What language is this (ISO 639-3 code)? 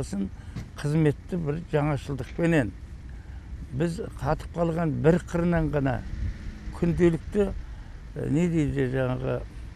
kaz